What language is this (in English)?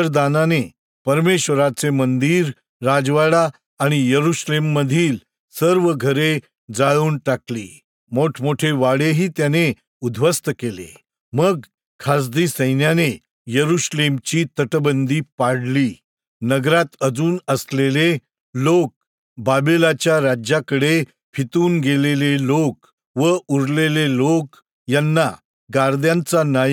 Marathi